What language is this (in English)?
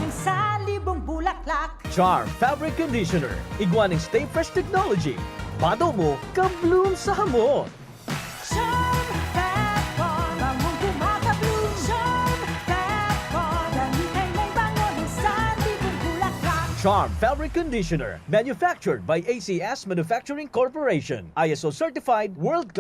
Bikol